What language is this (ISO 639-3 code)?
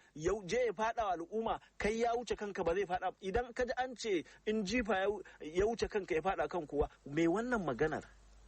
hau